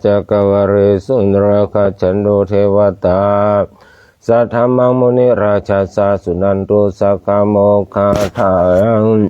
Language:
Pali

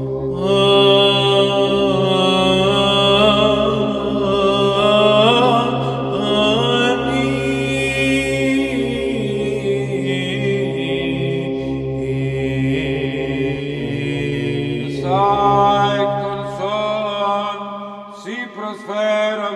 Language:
Greek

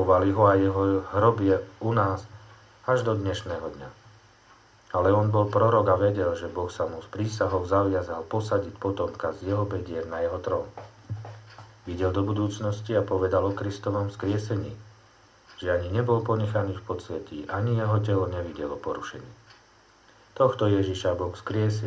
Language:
Slovak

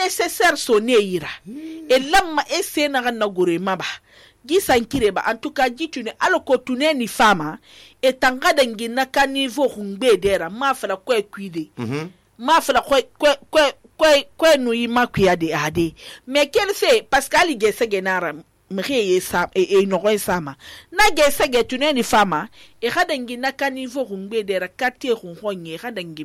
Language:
Susu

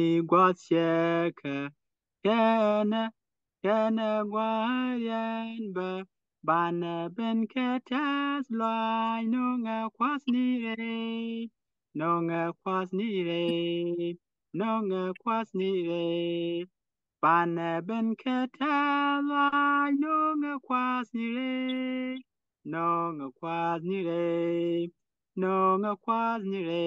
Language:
Nuer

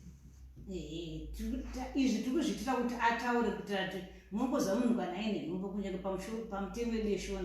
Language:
Shona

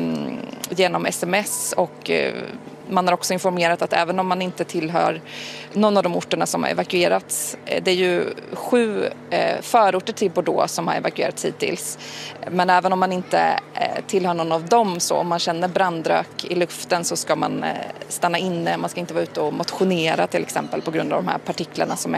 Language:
Swedish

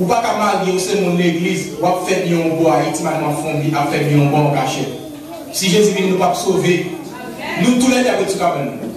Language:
Haitian Creole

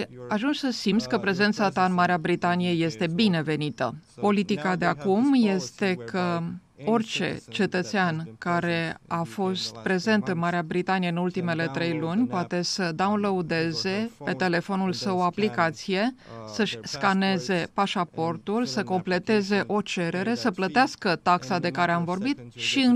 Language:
Romanian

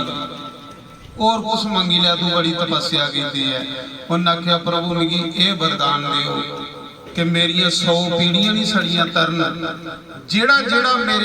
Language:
Dogri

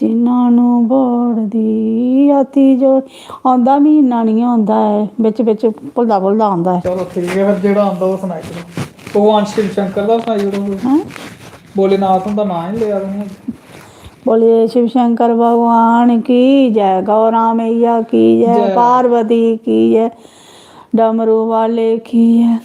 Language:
Dogri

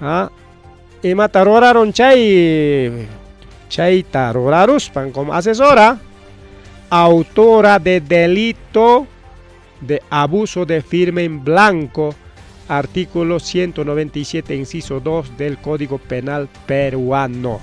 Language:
Ayacucho Quechua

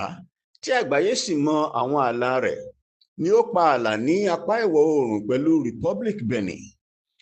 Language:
Yoruba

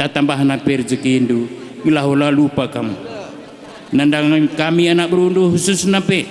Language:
Batak Karo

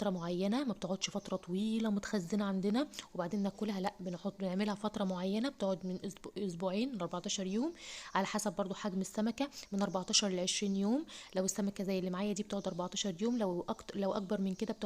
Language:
Egyptian Arabic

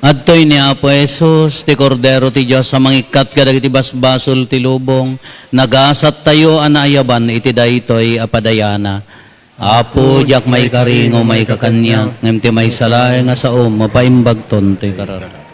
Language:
Iloko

